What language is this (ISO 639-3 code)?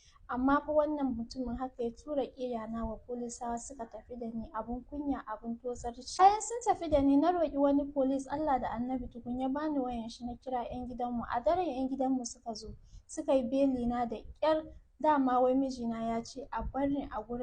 hau